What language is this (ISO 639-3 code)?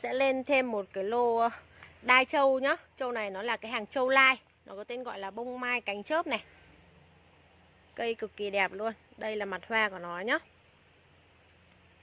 vie